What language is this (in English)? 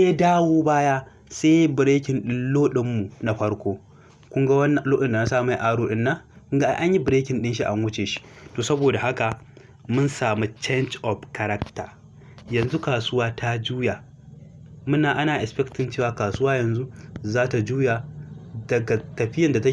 Hausa